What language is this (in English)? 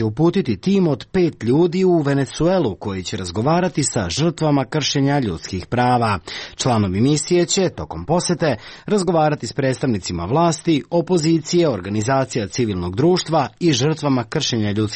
Serbian